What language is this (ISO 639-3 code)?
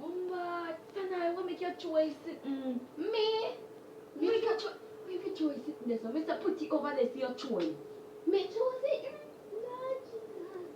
jam